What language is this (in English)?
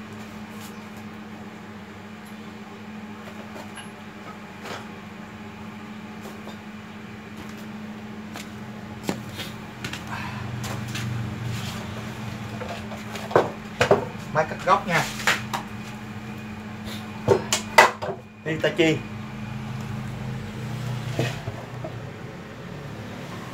Vietnamese